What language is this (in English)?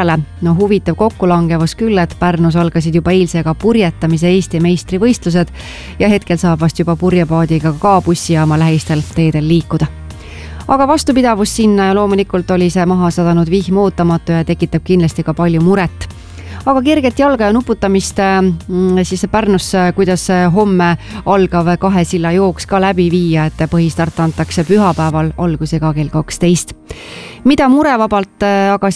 Estonian